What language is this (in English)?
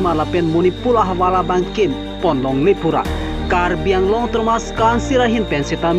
Karbi